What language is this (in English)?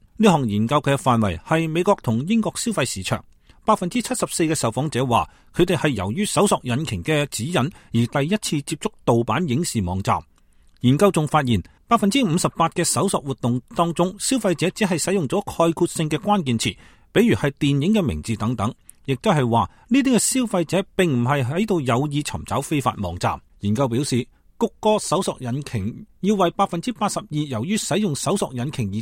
Cantonese